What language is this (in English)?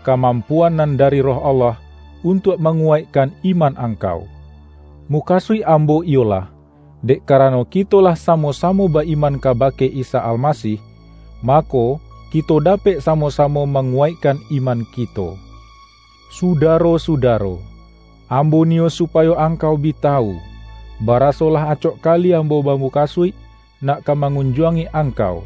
Minangkabau